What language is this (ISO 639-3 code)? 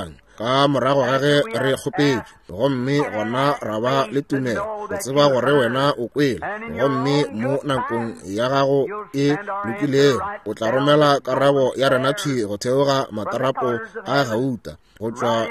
nso